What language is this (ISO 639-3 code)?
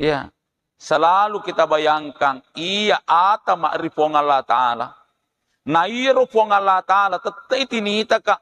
bug